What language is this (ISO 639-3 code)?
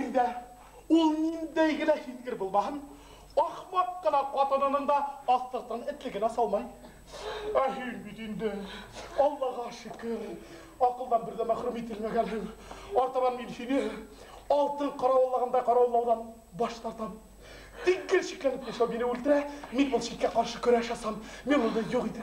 bak